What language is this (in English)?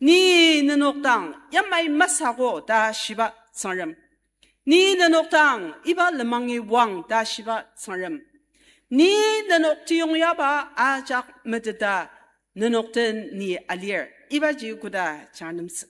Ao Naga